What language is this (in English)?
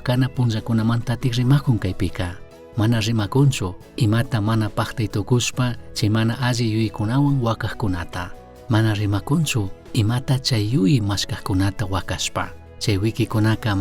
Chimborazo Highland Quichua